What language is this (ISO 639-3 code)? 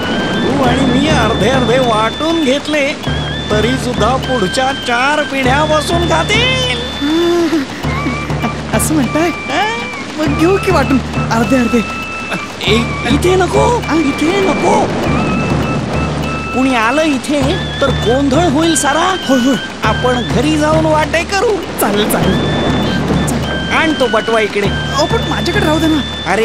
mar